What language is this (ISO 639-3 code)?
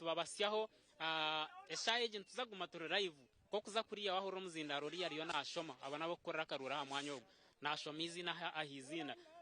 nyn